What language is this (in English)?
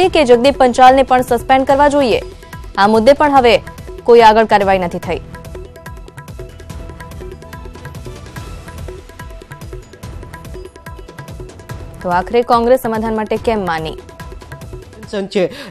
Gujarati